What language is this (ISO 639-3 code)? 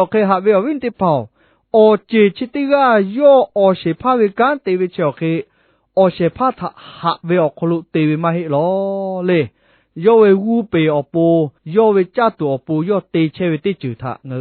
lhu